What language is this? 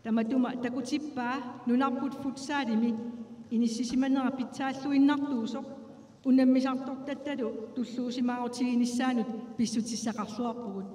Kalaallisut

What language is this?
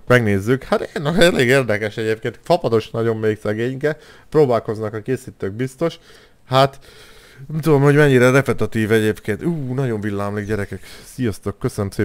Hungarian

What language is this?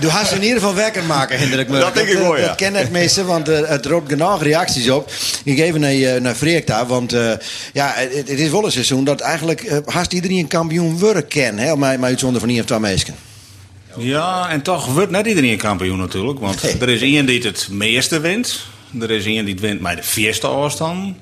Western Frisian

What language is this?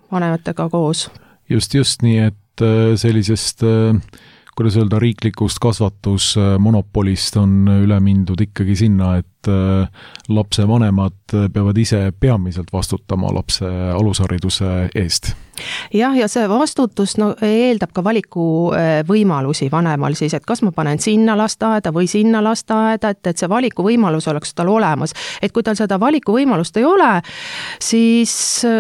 Estonian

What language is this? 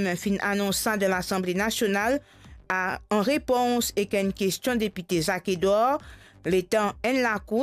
Morisyen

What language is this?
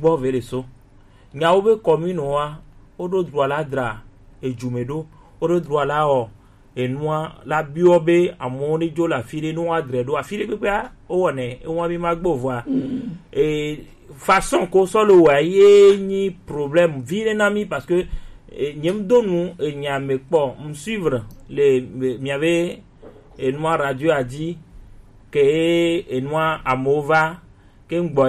Gen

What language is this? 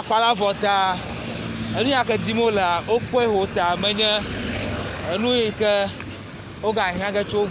Ewe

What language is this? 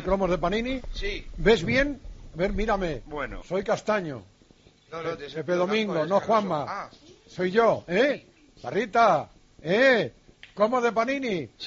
Spanish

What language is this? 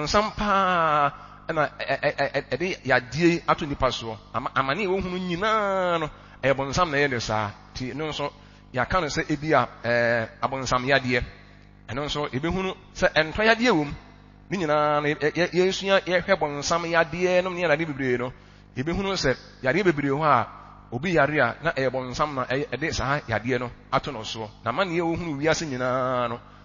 Akan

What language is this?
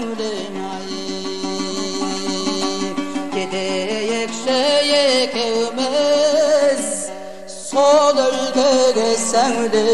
Kazakh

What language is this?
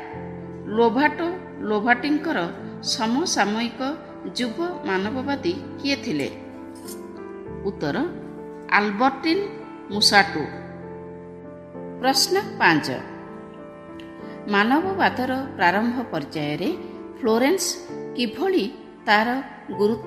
Odia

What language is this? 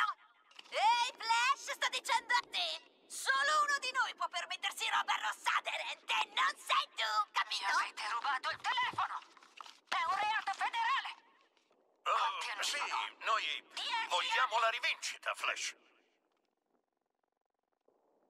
Italian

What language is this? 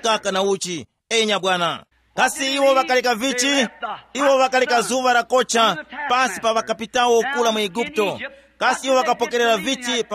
Tumbuka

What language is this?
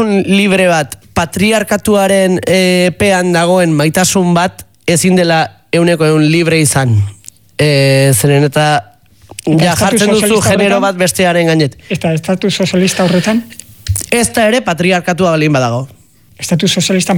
Basque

